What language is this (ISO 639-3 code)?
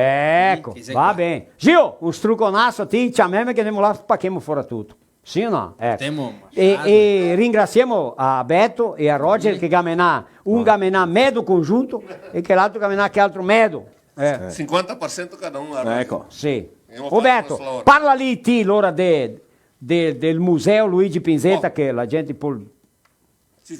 vec